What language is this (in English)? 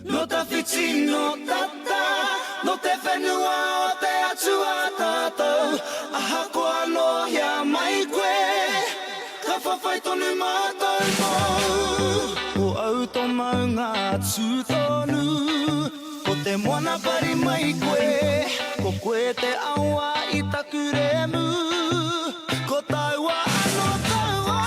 Māori